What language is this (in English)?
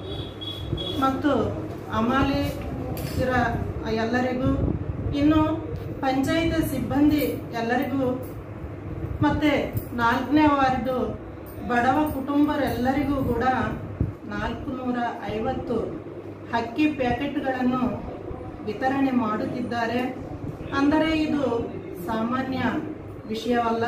Kannada